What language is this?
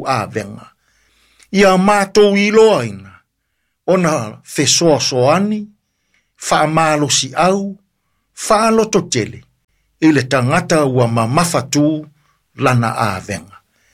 Samoan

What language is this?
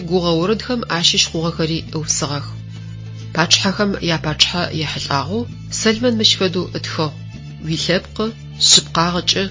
Adyghe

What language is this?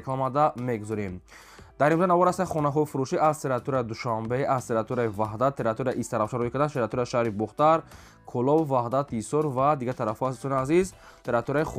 Tajik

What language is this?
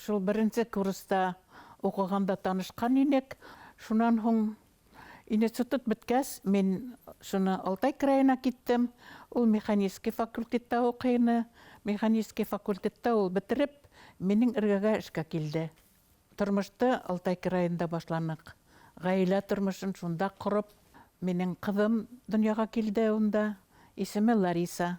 Bashkir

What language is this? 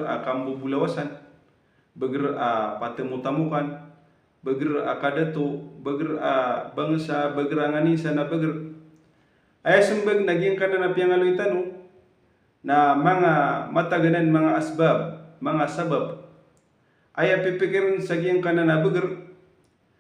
Maranao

